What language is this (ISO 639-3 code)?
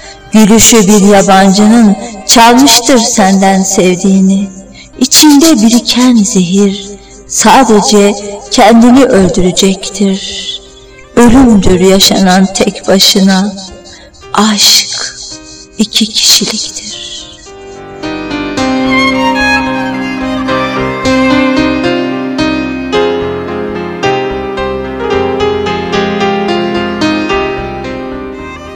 tur